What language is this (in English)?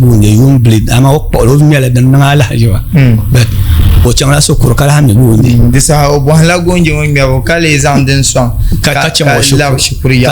Dagbani